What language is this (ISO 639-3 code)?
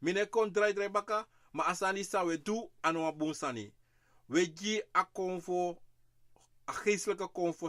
srn